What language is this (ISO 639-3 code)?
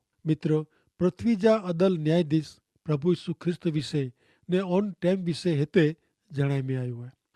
kfr